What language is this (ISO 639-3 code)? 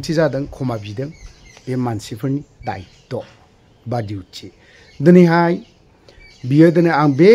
brx